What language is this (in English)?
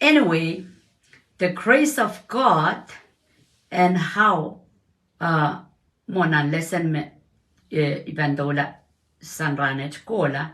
Pohnpeian